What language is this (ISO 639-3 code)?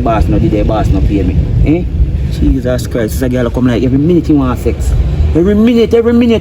jam